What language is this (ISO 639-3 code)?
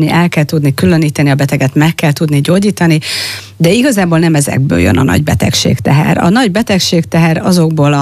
hun